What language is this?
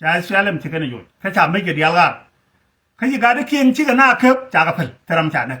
Nuer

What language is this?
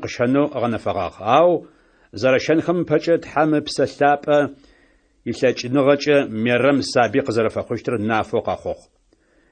Adyghe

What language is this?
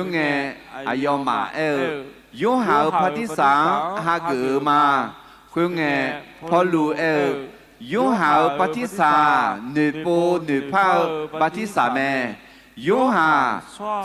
Akha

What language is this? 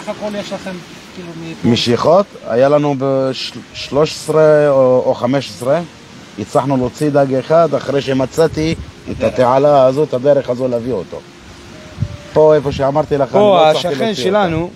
Hebrew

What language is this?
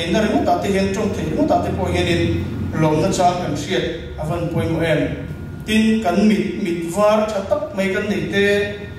Mizo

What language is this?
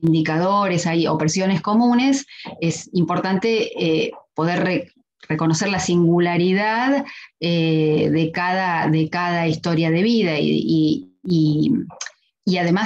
Spanish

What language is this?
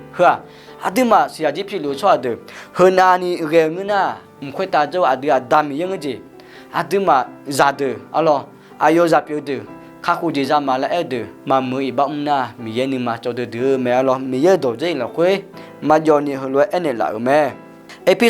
Akha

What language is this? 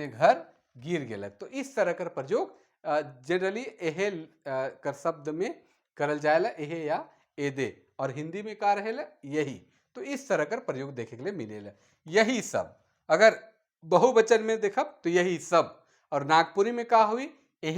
Sadri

